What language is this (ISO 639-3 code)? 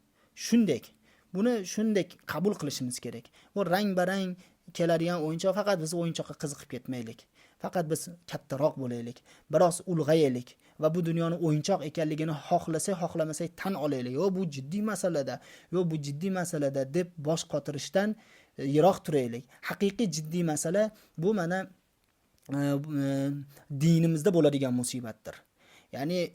uzb